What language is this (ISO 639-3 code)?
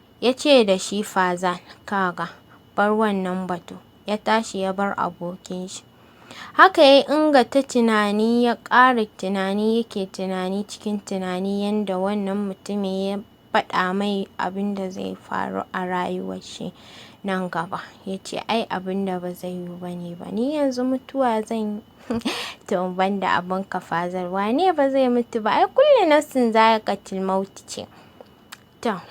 hau